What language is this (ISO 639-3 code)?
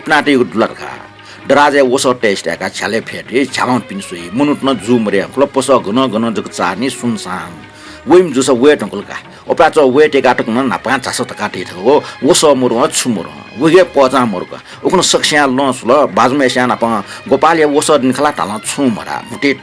new